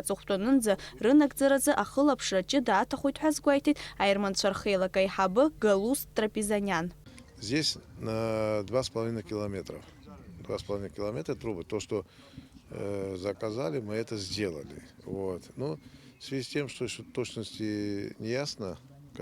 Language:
Abkhazian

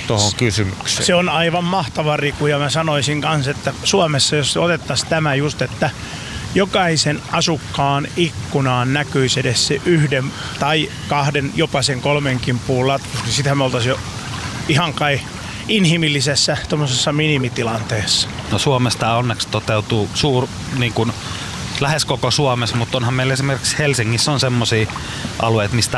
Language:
Finnish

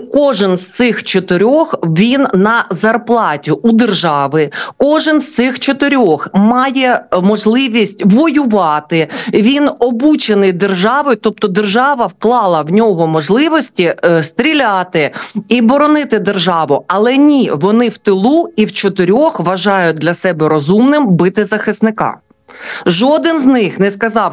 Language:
Ukrainian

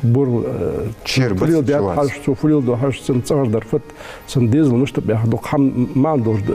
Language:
Ingush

